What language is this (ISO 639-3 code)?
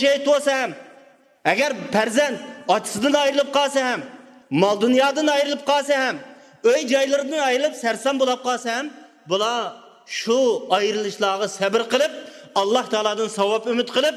uig